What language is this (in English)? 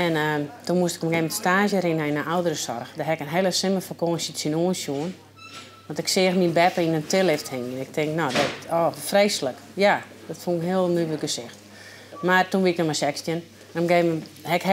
Western Frisian